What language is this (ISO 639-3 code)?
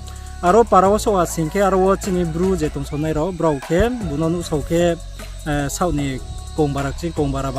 ria